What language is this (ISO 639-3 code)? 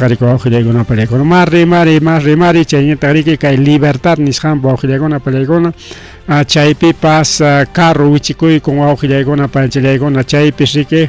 quy